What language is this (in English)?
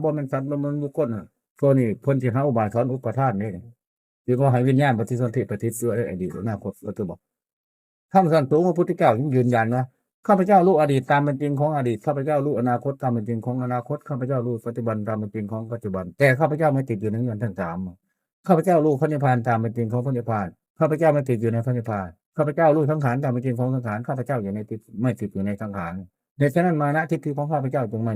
Northeastern Thai